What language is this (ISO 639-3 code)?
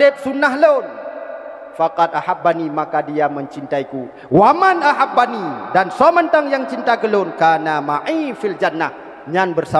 ace